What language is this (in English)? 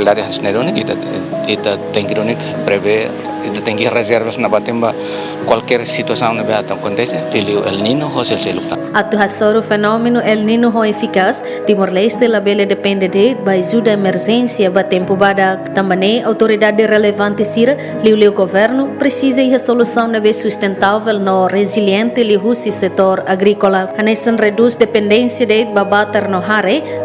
Tetum